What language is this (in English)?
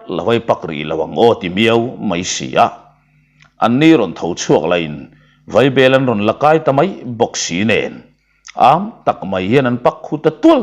Mizo